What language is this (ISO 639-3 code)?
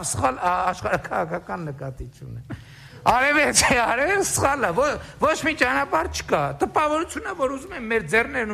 hye